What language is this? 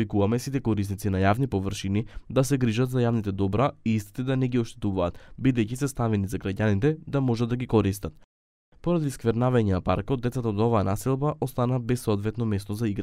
Macedonian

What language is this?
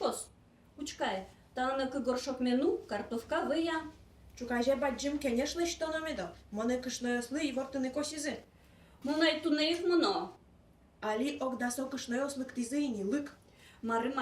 Udmurt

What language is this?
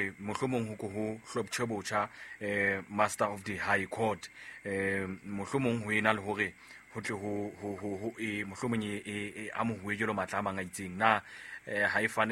Southern Sotho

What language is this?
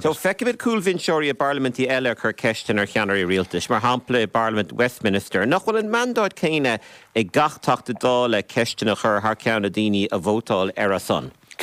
Irish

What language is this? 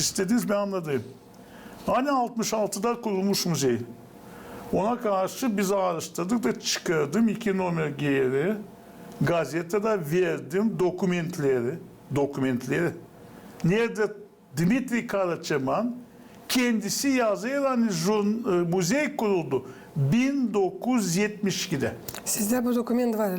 Gagauz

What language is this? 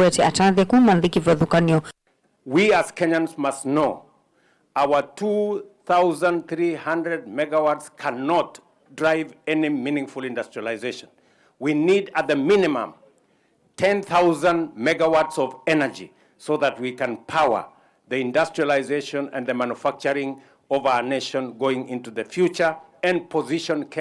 Kamba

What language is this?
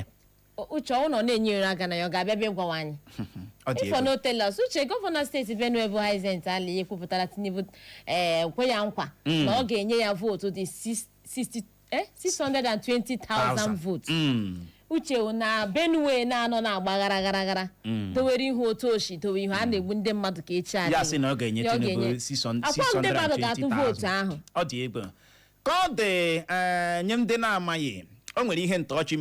Igbo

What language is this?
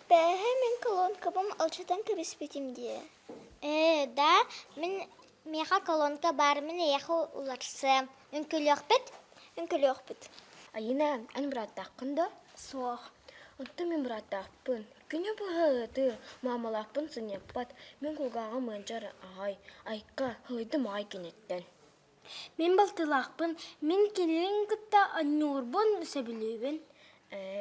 Yakut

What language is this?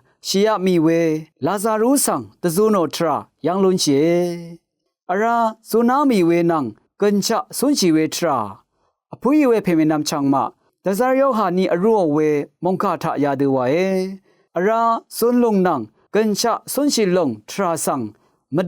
Rawang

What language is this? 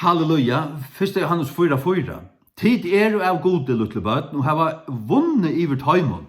Faroese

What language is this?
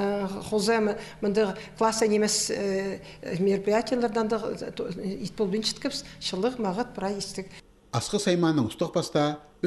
Khakas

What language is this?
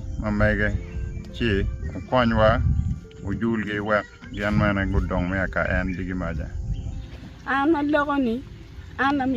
Acoli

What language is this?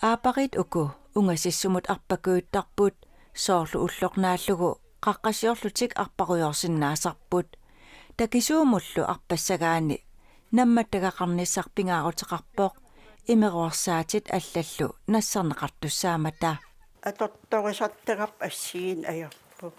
Kalaallisut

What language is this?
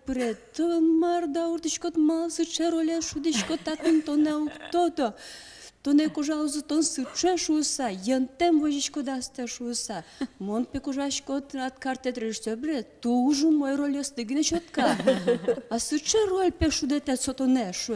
Udmurt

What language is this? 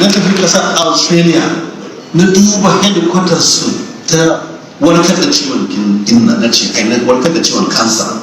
Hausa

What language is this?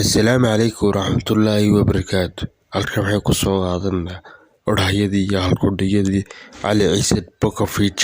Somali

